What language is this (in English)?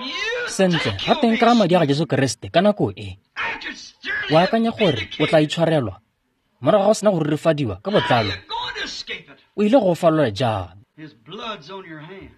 Tswana